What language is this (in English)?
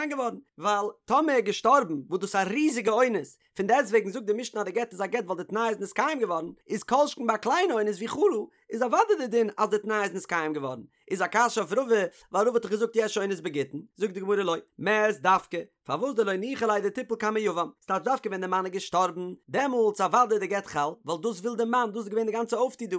Yiddish